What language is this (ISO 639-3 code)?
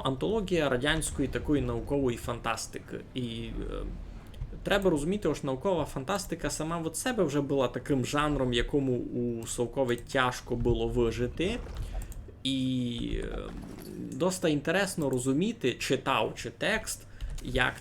rue